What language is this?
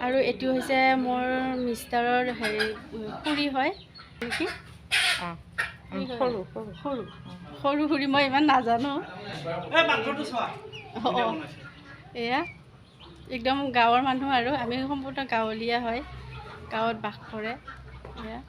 Assamese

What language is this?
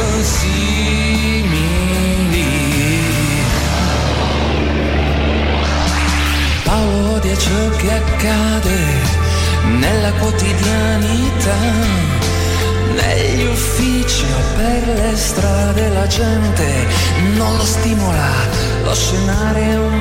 Italian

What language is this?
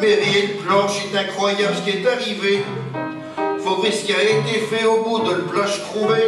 Picard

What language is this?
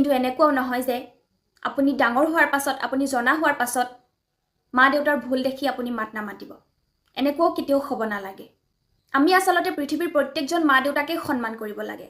Assamese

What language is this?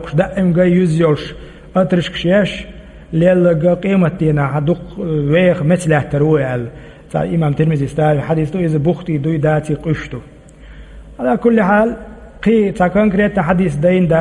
Chechen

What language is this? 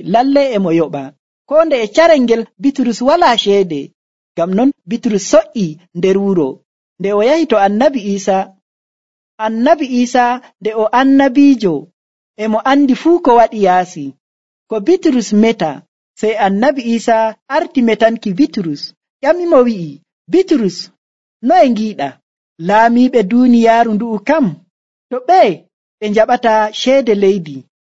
Nigerian Fulfulde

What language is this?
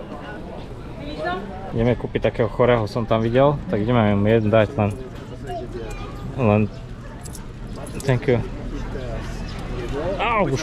Slovak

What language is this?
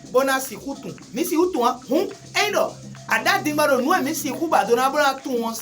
Fon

